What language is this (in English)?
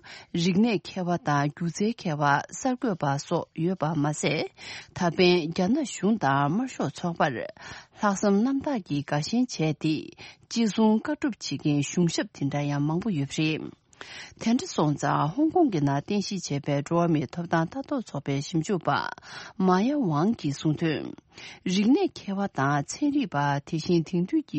Tibetan